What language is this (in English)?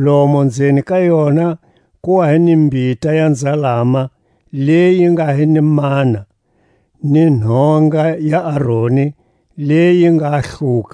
Tswa